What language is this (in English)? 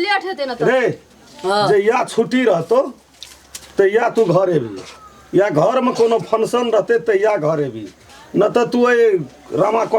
Maithili